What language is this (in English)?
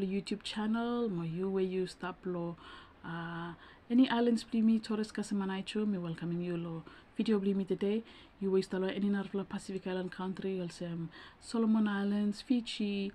Bislama